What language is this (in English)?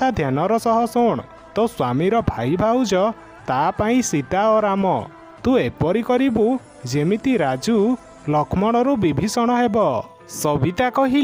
Odia